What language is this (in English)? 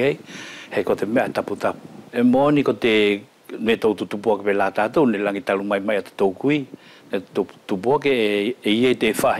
Wallisian